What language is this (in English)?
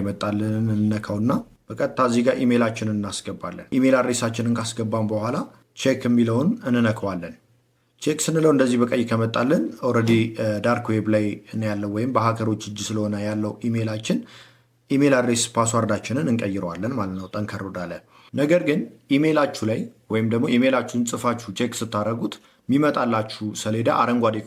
Amharic